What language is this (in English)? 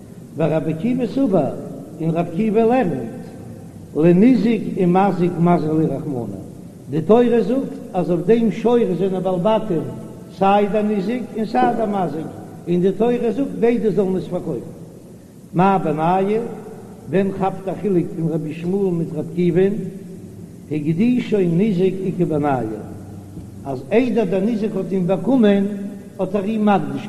Yiddish